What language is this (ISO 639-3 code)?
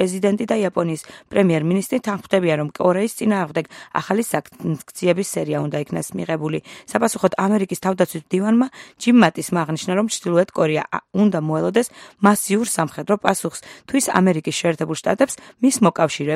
kat